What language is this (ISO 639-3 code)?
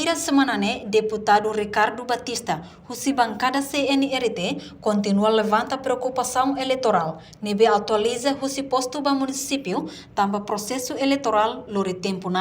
tet